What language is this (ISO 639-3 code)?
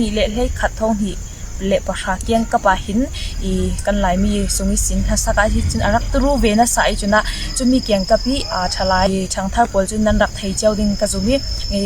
cfm